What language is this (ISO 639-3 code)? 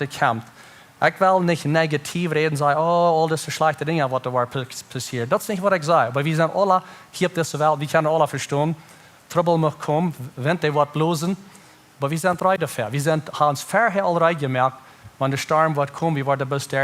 pdt